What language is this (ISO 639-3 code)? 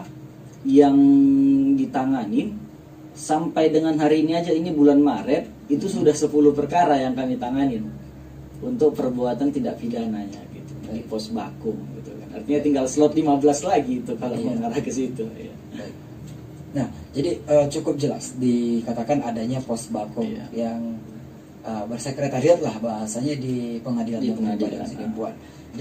ind